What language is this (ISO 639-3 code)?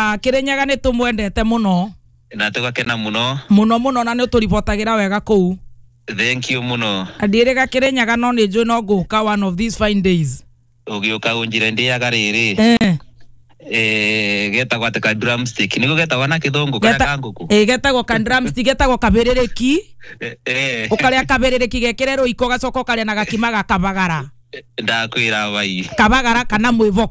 kik